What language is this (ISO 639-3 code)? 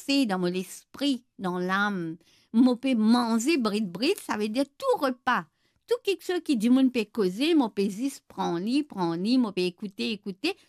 mfe